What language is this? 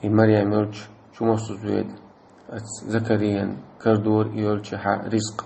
Chechen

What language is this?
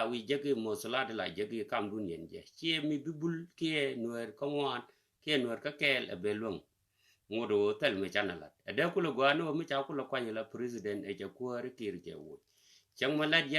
Nuer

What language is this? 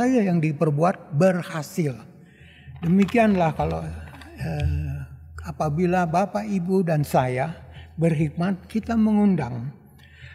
Indonesian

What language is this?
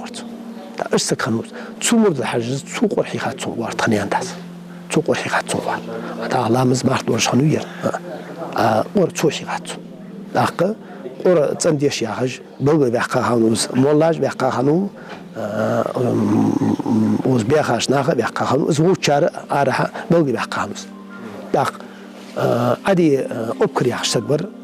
Ingush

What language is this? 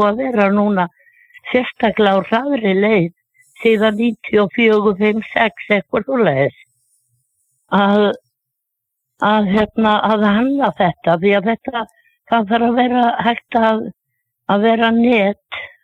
Icelandic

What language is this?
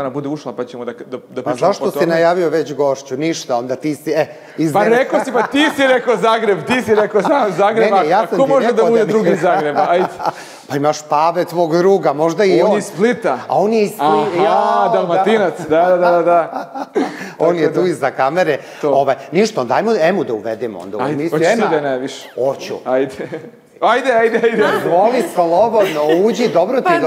Serbian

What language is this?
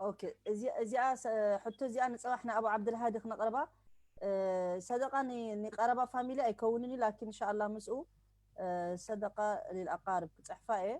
Tigrinya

